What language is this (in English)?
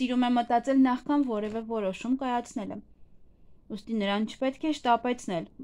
Armenian